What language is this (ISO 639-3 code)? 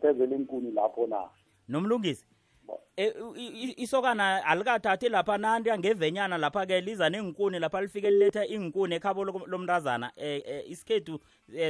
nbl